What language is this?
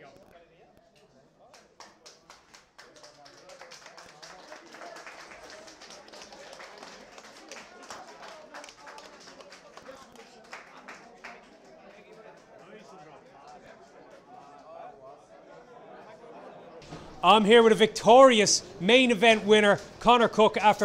English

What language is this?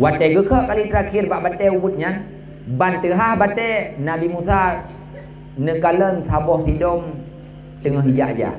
Achinese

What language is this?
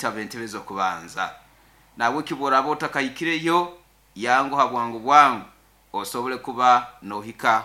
Nyoro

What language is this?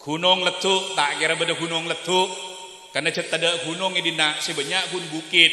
Madurese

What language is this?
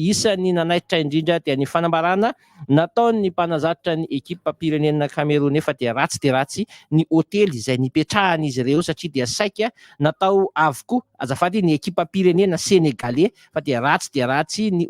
Malagasy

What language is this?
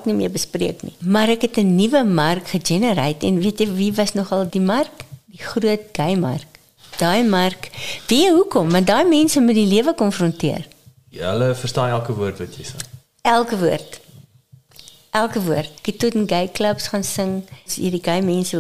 Afrikaans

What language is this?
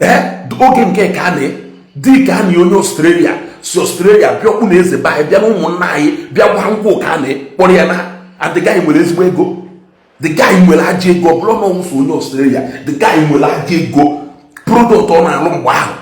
Igbo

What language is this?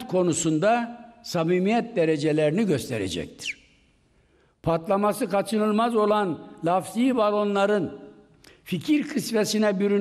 Turkish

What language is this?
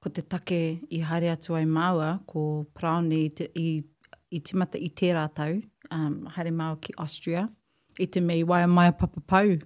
Māori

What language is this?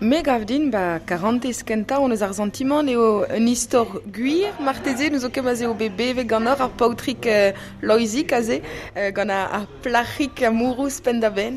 Breton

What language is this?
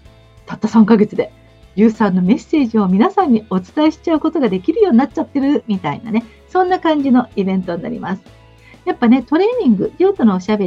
Japanese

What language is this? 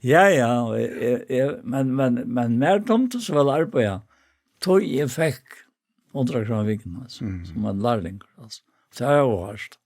Faroese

